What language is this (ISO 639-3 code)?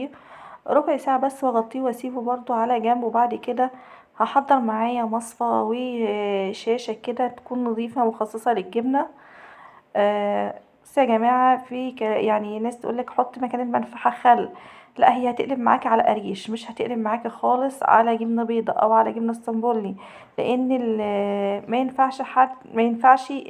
arz